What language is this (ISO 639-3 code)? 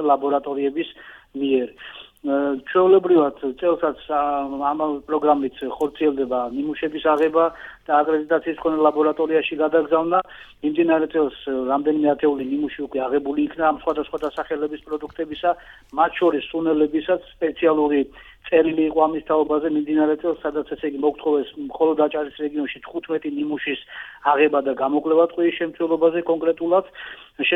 kat